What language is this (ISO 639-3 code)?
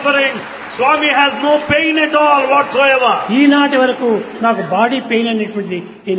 tel